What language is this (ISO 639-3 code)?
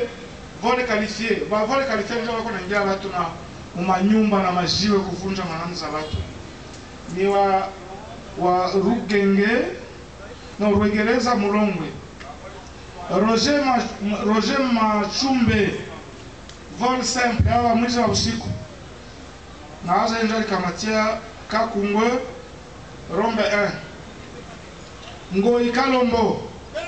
swa